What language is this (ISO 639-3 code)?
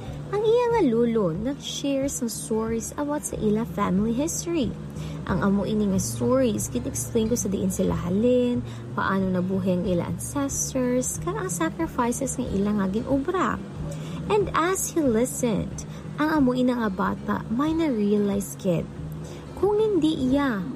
hil